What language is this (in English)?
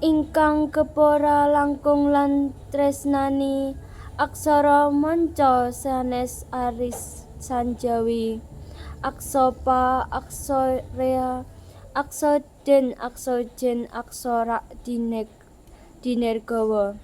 Javanese